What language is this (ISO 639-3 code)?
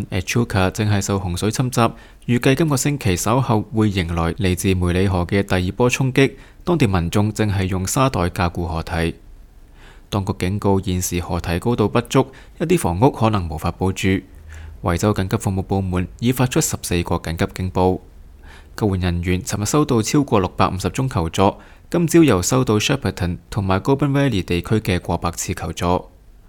yue